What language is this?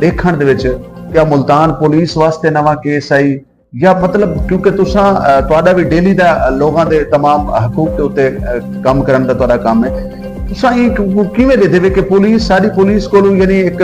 Saraiki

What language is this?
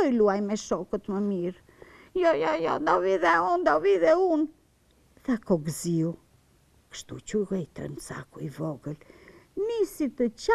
Albanian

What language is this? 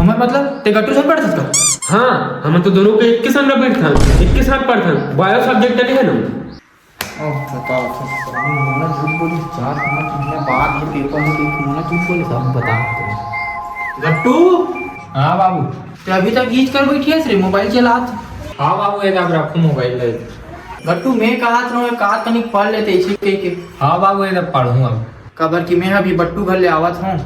Chhattisgarhi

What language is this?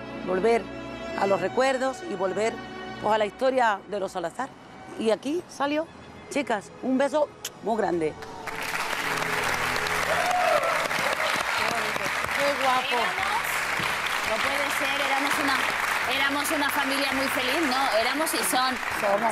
Spanish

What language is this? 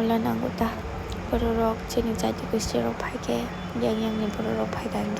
Kok Borok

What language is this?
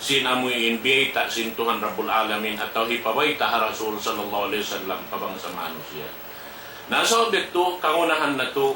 Tausug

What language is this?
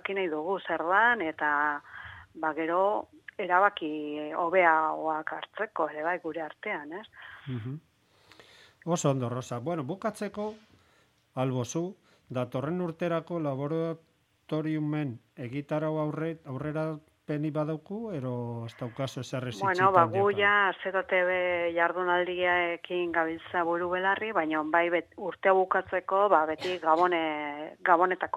Basque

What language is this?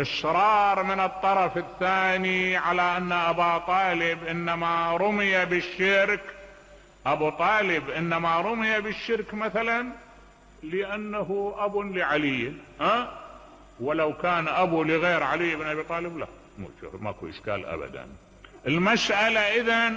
Mesopotamian Arabic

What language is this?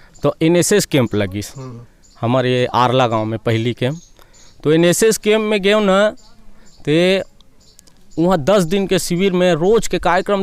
Chhattisgarhi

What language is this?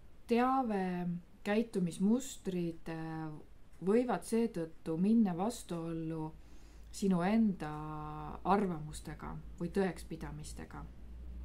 Estonian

